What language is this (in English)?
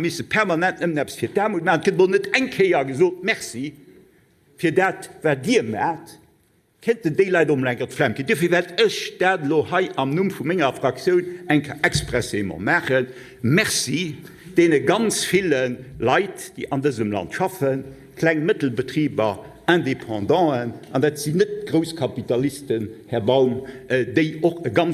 Luxembourgish